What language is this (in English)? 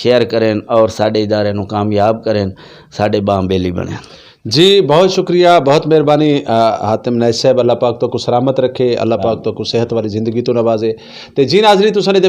Saraiki